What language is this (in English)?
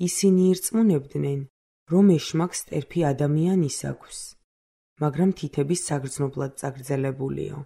Georgian